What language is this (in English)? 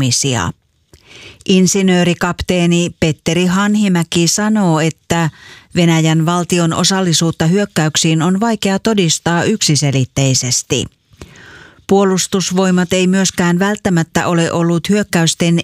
Finnish